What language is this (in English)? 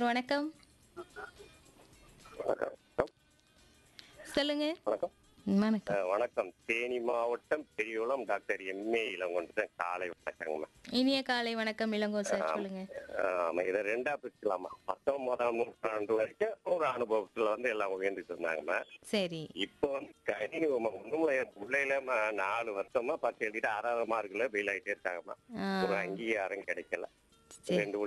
Tamil